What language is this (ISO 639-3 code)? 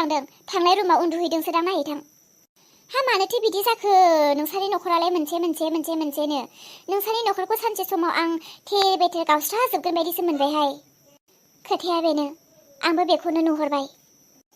brx